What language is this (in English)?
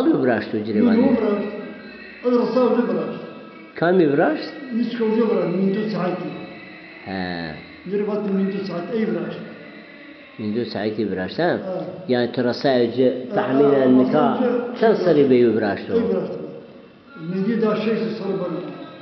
Zaza